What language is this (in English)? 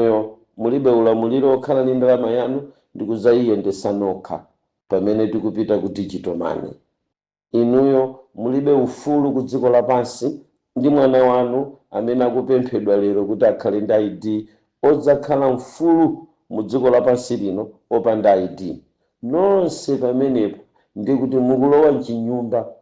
Nyanja